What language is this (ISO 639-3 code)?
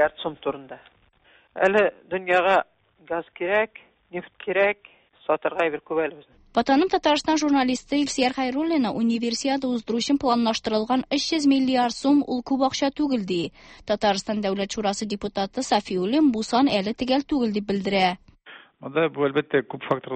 tat